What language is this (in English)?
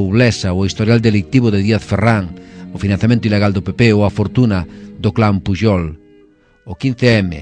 Galician